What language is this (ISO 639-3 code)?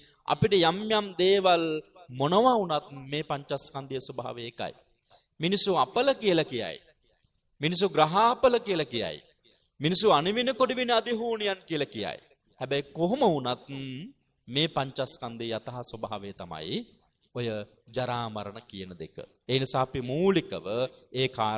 sin